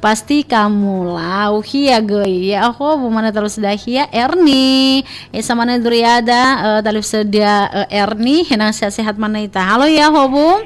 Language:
Nias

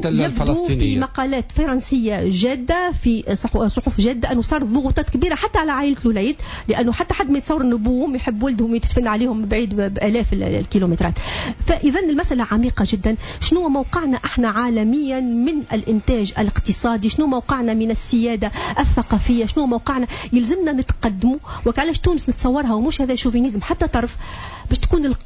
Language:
Tunisian Arabic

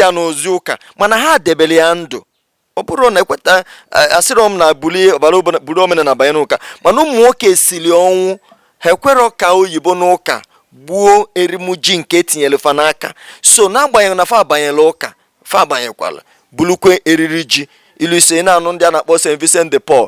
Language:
Igbo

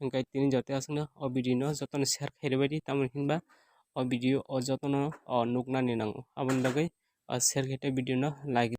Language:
Kok Borok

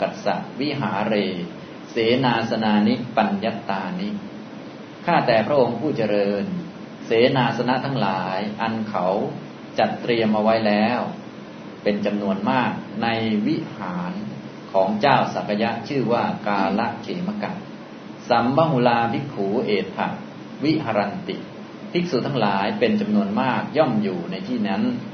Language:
Thai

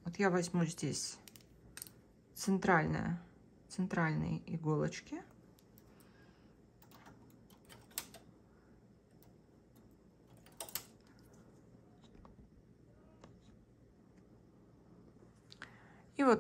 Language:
Russian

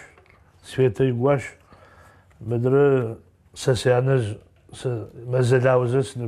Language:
Adyghe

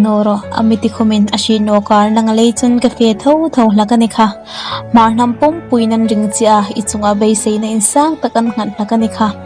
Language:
Hmar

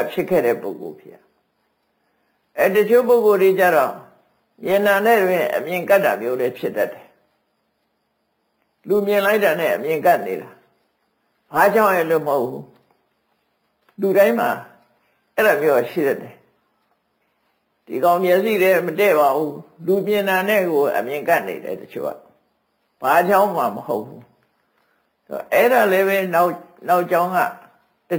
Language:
Burmese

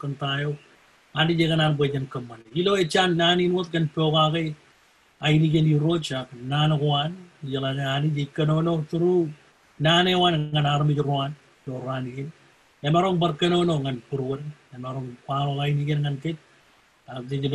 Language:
Marshallese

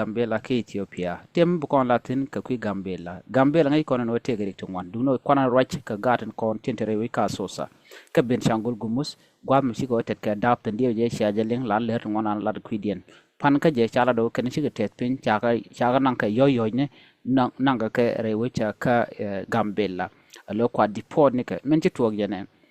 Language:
Nuer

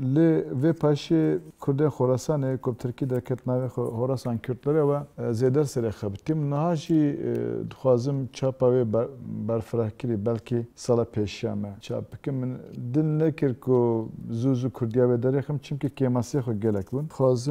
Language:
Kurdish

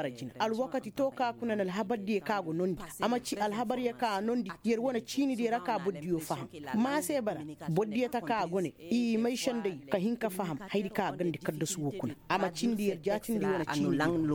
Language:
Koyraboro Senni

